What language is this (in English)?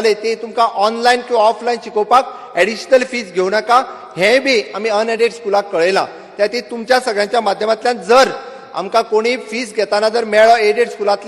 Konkani